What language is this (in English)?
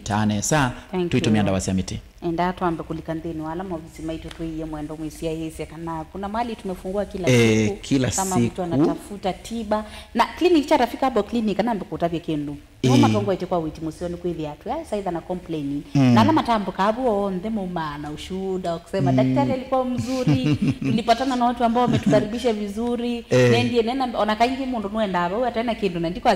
Kamba